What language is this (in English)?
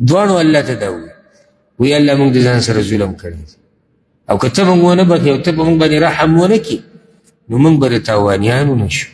Pashto